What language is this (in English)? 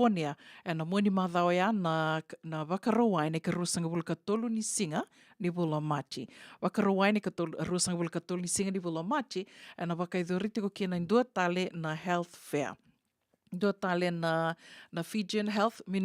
Fijian